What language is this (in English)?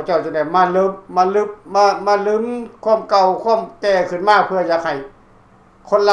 Lao